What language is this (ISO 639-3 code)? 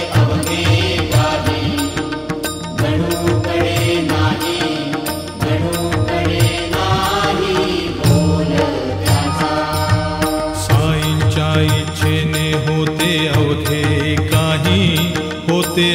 mar